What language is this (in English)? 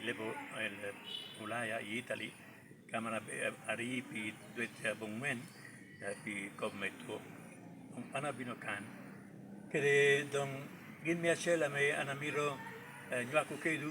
Lango (Uganda)